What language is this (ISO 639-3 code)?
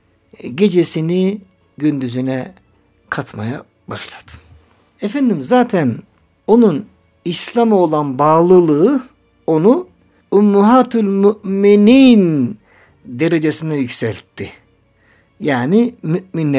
tur